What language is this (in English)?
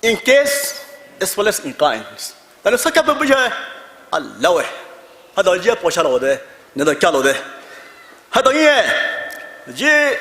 Poumei Naga